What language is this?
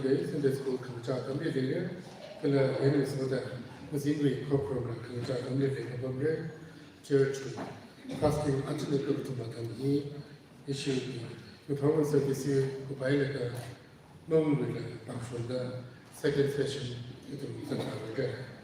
Tangkhul Naga (India)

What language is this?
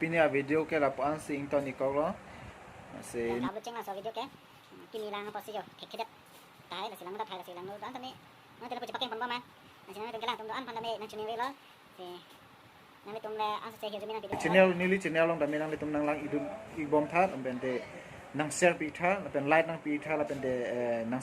Karbi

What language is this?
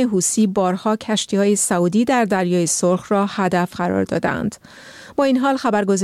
Persian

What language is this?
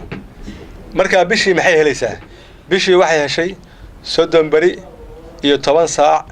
Somali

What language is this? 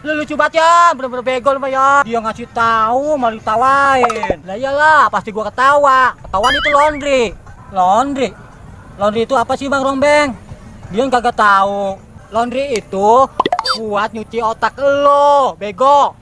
Betawi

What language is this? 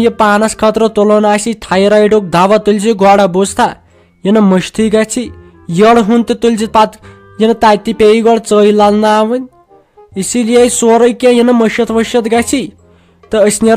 Kashmiri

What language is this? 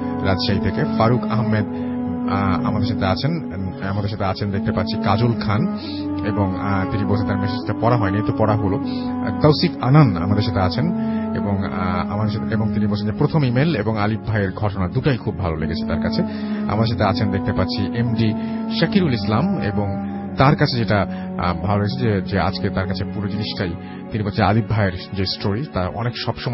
Bangla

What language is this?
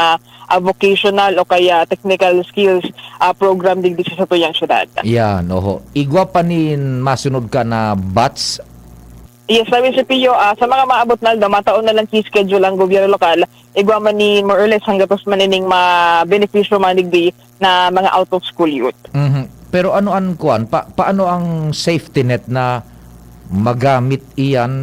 Bikol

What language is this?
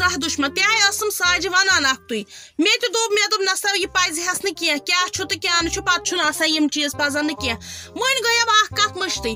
Kashmiri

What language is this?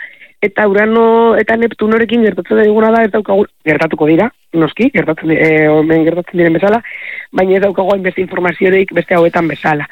Basque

